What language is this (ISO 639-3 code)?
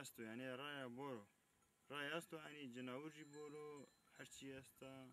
zza